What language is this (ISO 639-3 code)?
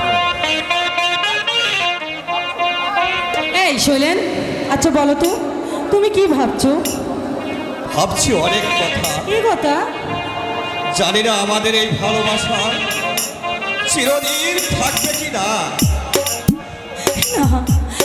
ben